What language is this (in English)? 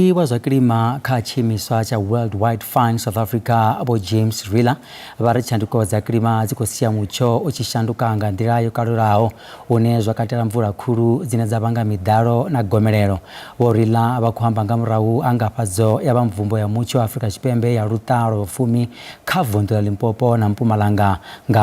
Venda